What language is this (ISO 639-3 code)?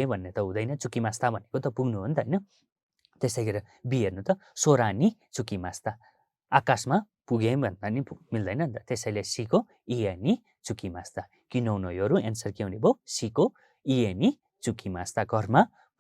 nep